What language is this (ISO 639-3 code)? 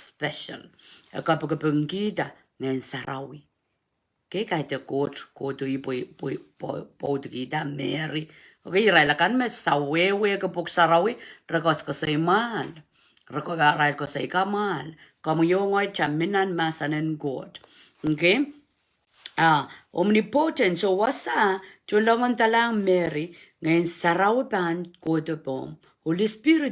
pon